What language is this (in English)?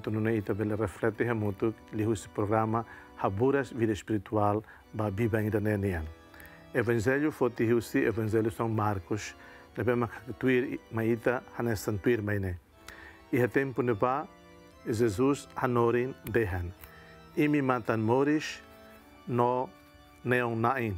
Tetum